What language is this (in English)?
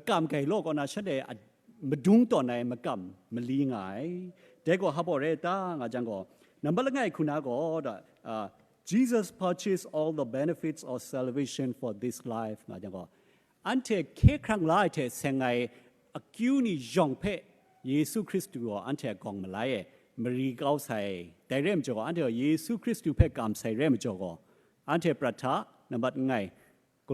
Kachin